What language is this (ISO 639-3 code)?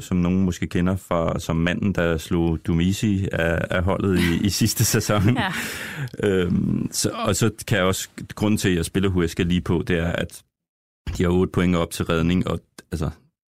dan